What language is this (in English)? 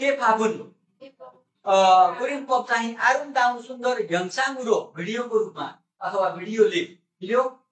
Nepali